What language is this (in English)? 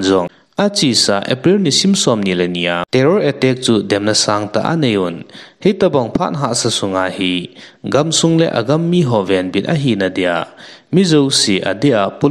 Thado Chin